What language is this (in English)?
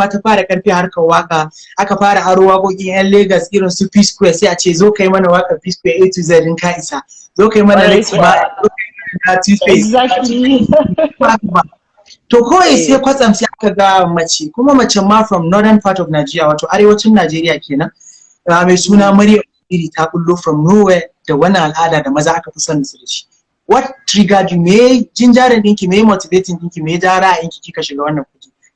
Hausa